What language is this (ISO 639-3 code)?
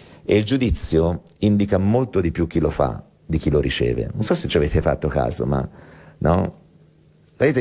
ita